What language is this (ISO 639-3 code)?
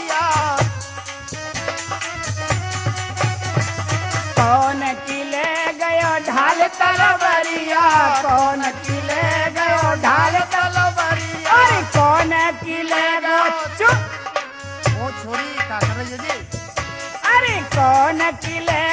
bra